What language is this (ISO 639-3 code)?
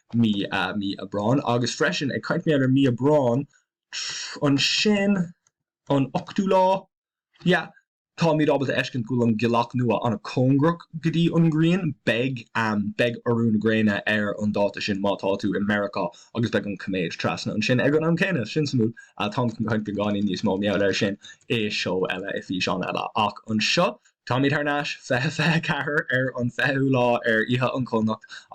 gle